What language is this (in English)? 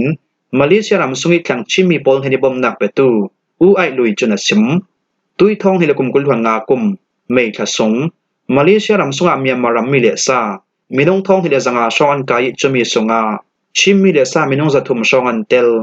Falam Chin